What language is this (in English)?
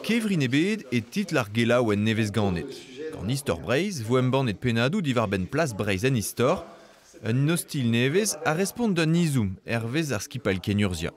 Breton